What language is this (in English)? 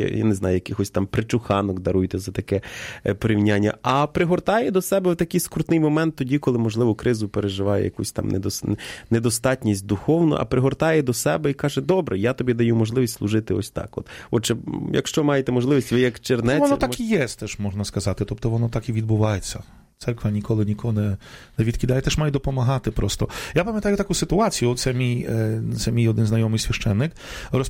Ukrainian